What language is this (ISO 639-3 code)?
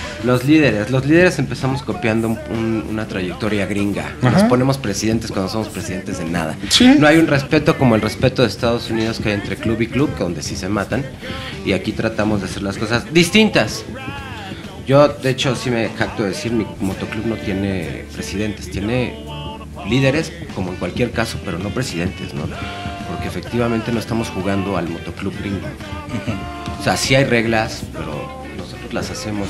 spa